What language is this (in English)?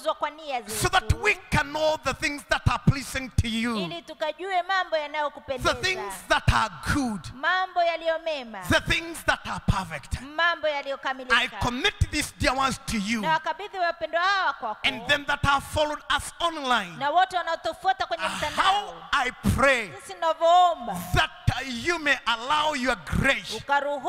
Swahili